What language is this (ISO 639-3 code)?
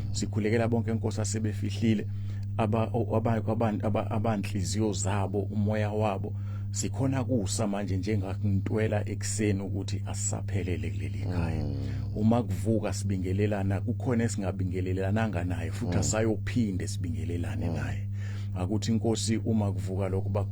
zul